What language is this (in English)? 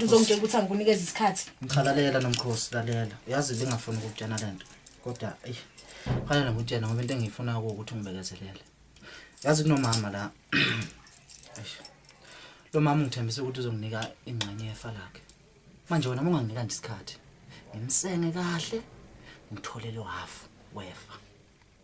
Zulu